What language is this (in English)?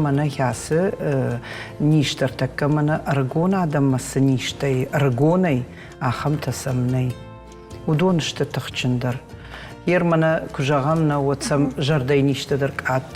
Ossetic